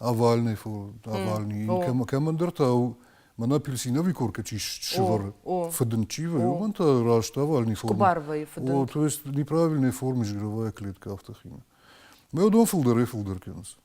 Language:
Ossetic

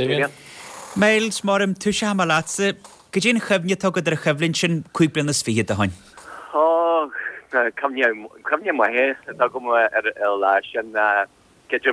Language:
Irish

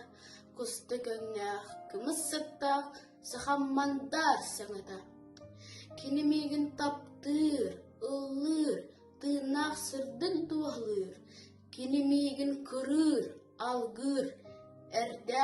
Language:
Yakut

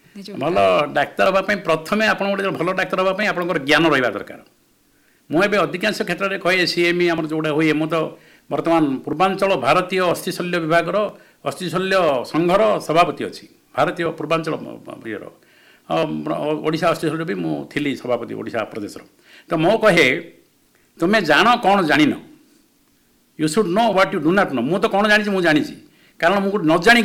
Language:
Odia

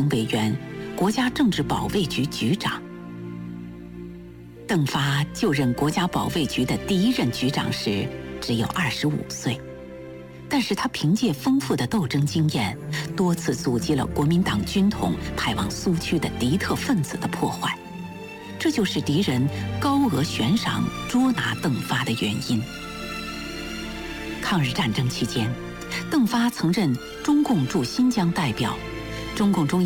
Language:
Chinese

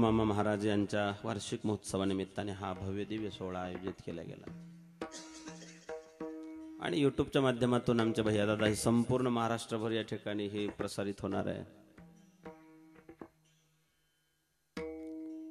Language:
Marathi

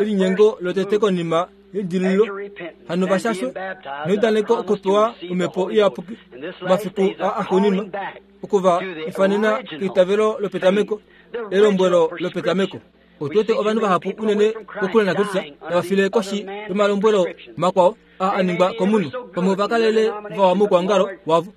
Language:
Kuanyama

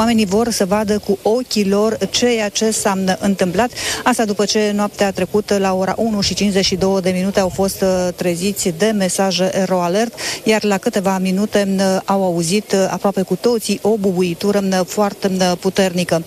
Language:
Romanian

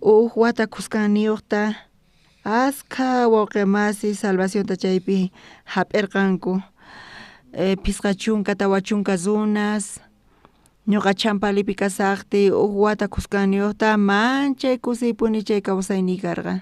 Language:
South Bolivian Quechua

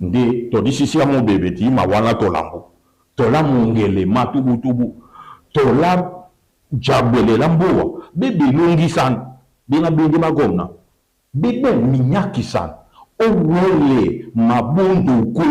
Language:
Duala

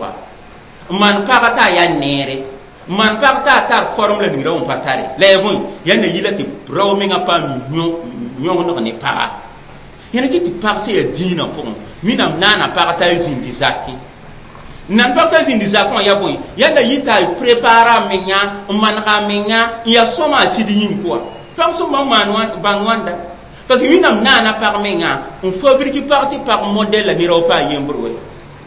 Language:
Mossi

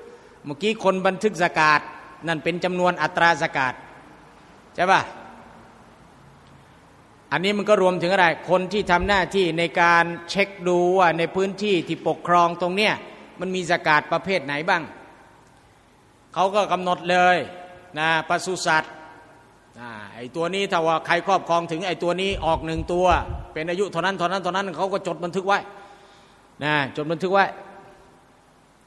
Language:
Thai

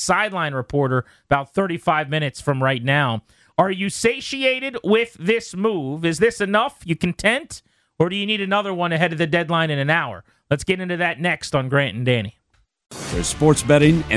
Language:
English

